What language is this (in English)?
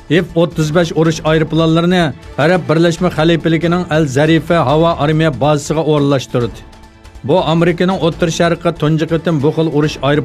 Uyghur